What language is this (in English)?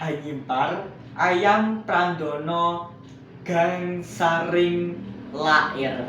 Javanese